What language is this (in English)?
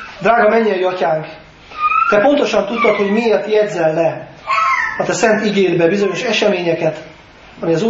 Hungarian